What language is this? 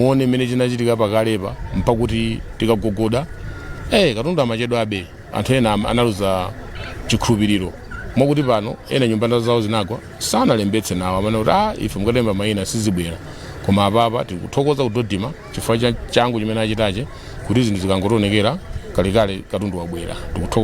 Nyanja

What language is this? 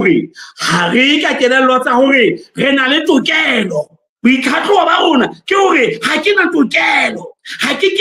Southern Sotho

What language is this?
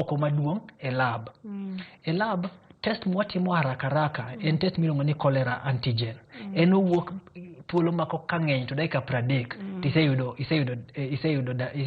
Luo (Kenya and Tanzania)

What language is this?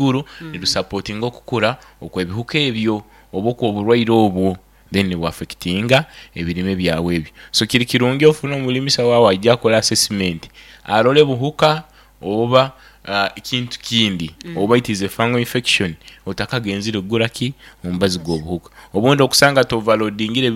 Nyoro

